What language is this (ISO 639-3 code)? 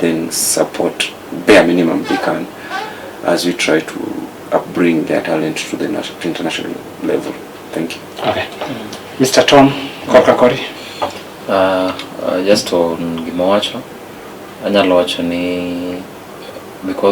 luo